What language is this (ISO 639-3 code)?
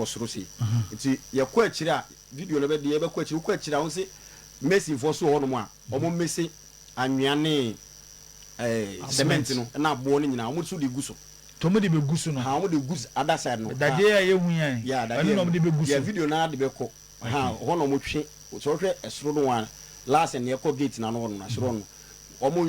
aka